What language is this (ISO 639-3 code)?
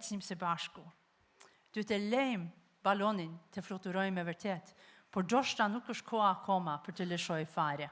sqi